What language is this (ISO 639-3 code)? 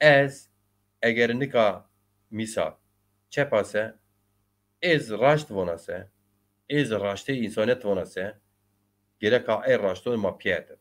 zza